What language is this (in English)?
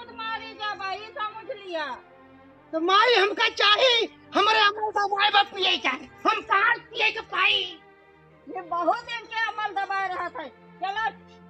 Awadhi